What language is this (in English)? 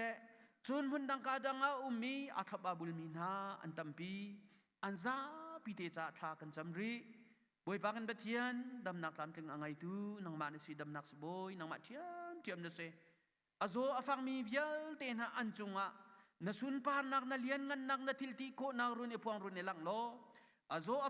Hakha Chin